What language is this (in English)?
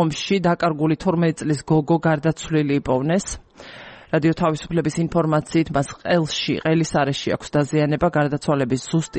Georgian